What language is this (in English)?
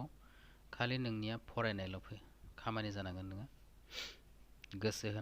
Bodo